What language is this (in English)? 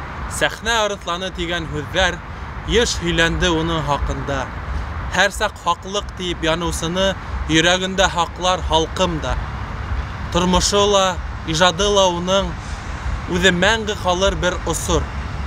Bashkir